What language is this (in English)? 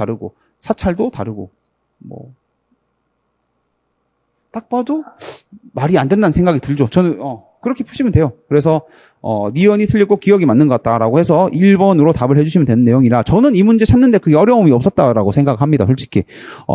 Korean